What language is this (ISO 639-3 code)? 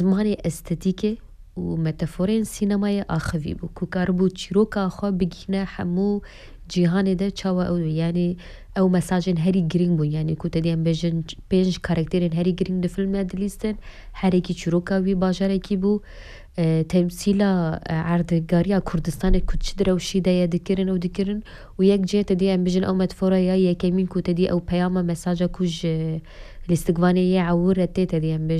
kur